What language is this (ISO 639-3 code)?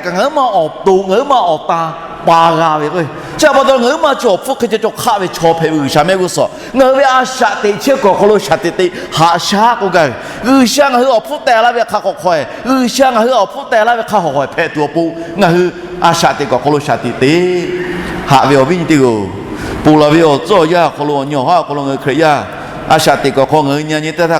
lhu